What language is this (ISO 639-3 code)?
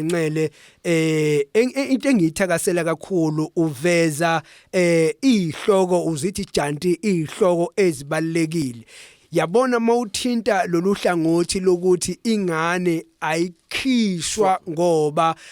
zul